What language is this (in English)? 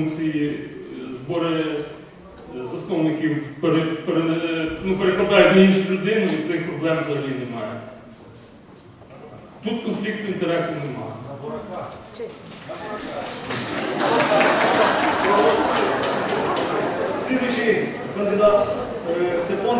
Ukrainian